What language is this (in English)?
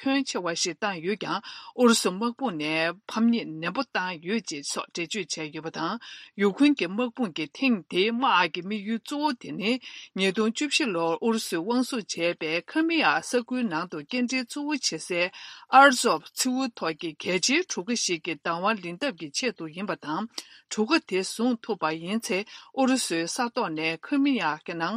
Tibetan